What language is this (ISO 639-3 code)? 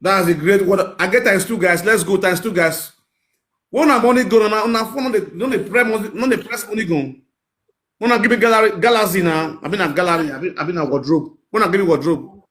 pcm